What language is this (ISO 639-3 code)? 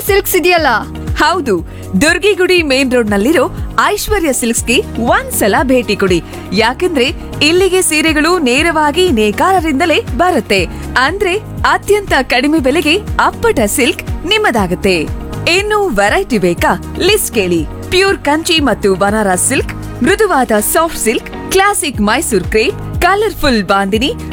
kan